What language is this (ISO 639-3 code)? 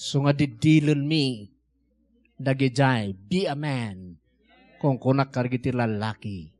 ilo